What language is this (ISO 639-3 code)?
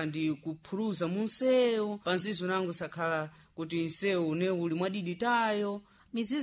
seh